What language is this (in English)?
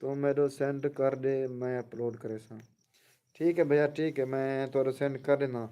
Saraiki